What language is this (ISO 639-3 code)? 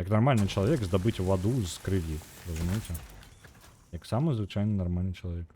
bel